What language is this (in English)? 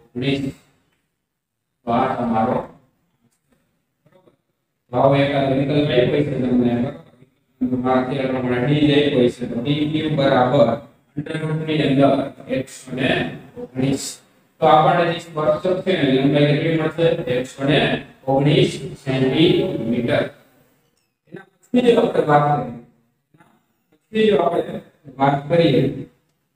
Gujarati